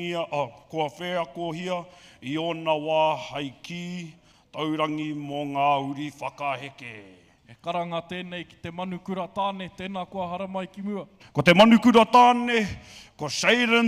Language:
Māori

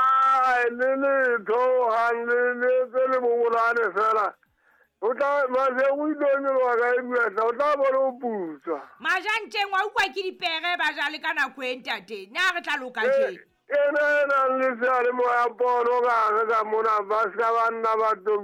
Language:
Southern Sotho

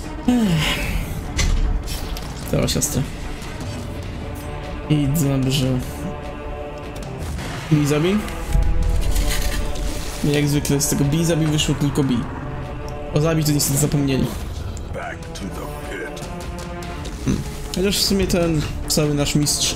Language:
Polish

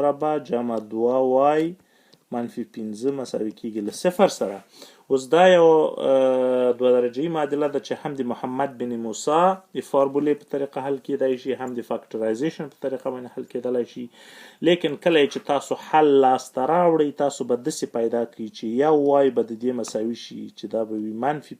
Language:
Pashto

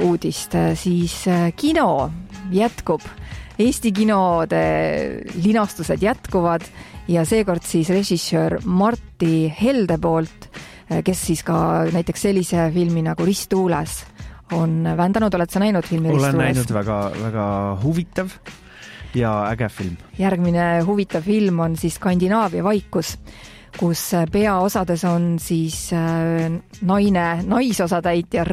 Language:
Estonian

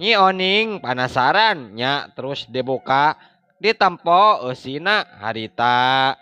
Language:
Sundanese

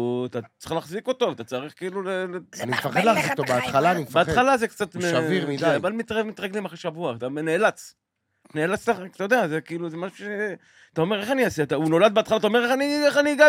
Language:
Hebrew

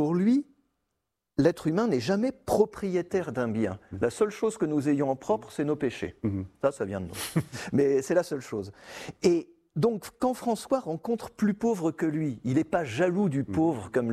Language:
French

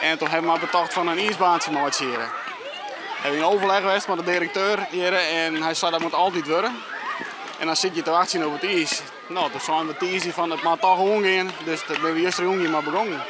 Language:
Western Frisian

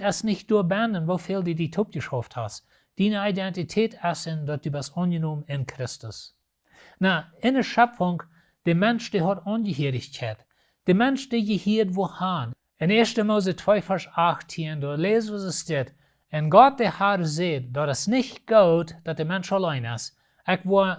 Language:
Plautdietsch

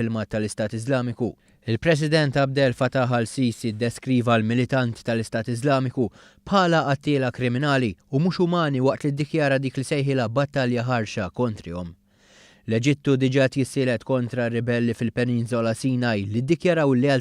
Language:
Maltese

